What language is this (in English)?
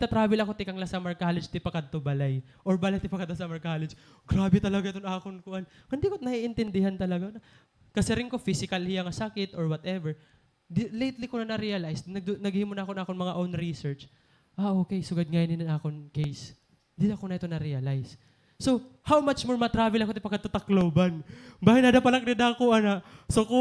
Waray